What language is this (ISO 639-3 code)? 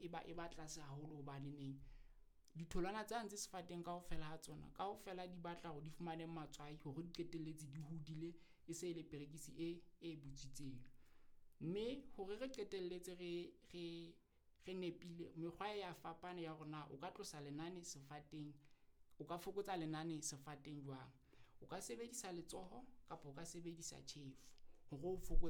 sot